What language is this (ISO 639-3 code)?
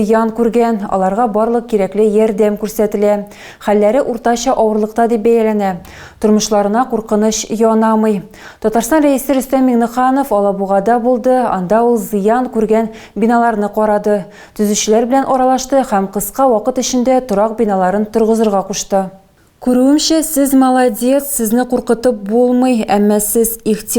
tat